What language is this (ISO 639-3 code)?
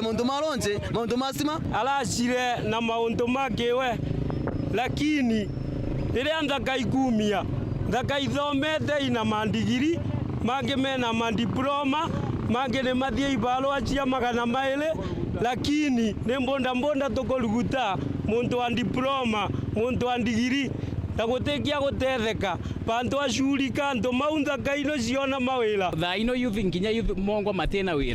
mer